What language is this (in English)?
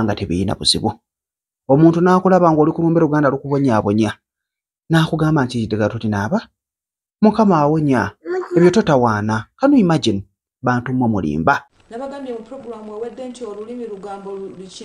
Ganda